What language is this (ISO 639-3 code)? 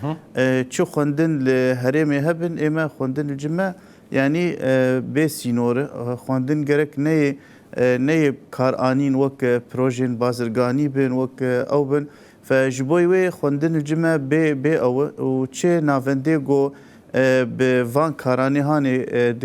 kur